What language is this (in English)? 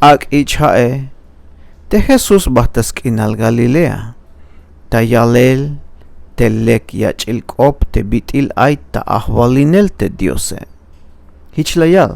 Tzeltal